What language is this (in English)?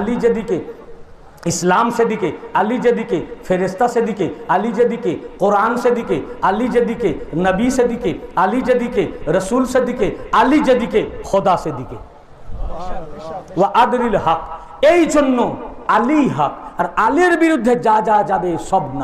Bangla